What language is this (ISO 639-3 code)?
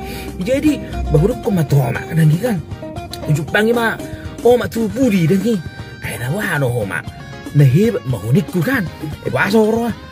bbc